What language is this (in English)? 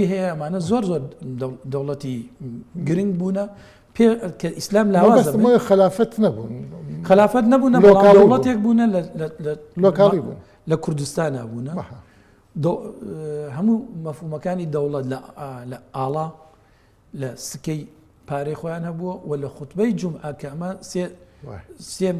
Central Kurdish